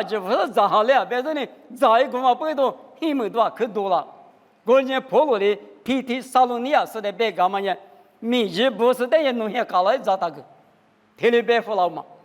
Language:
Lisu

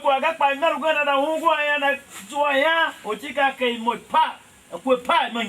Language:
Tiv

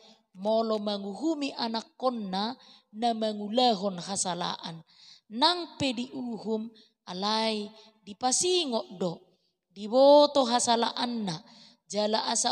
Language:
Batak Toba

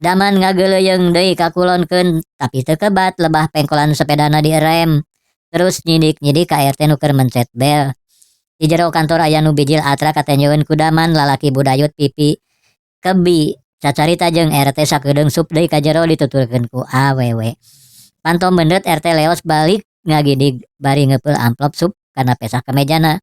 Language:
Sundanese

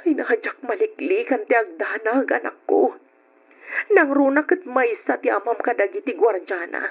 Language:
Iloko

